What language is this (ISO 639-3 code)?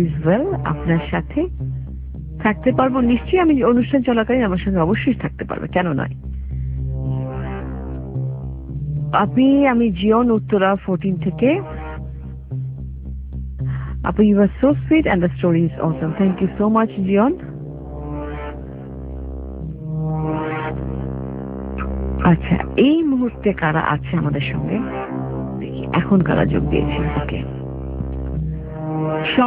ben